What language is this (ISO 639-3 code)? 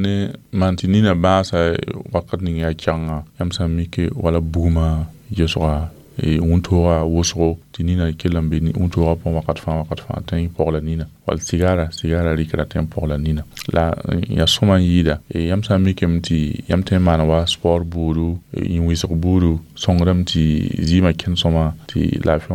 mos